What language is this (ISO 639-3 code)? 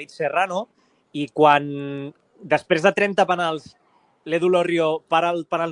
cat